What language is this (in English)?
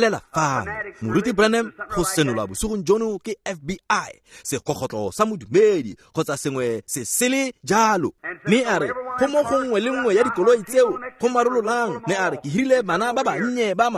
Tswana